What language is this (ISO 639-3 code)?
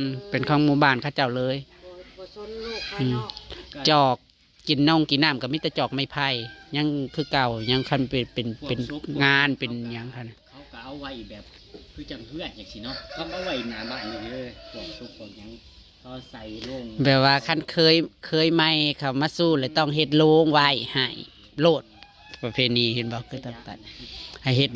tts